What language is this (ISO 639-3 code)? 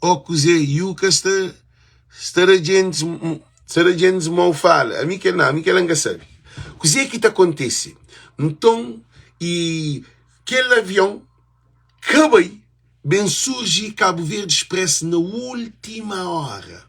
kea